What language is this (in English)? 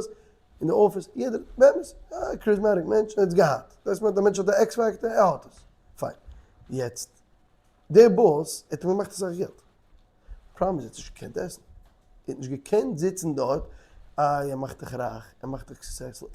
Yiddish